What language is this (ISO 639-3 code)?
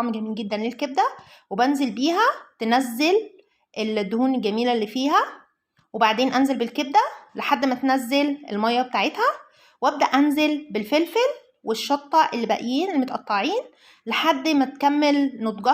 arz